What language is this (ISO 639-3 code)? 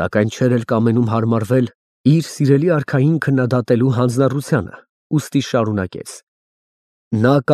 hye